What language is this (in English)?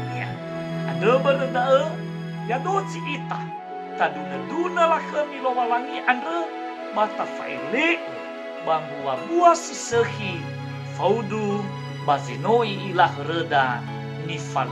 Nias